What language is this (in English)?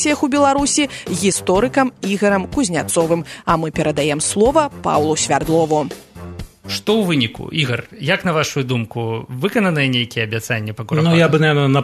Belarusian